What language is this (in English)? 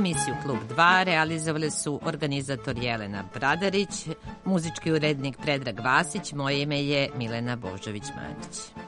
Serbian